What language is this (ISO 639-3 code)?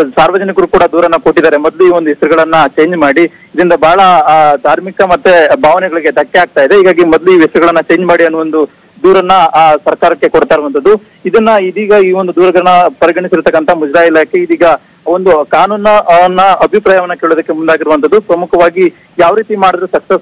kan